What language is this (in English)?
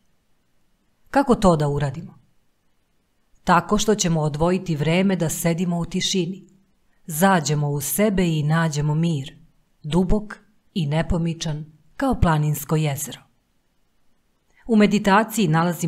Serbian